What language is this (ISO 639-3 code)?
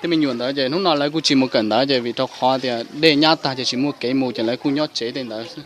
hmn